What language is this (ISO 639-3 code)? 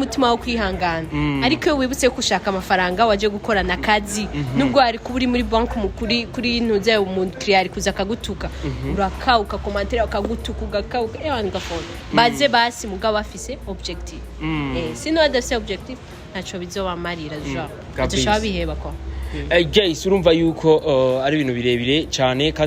run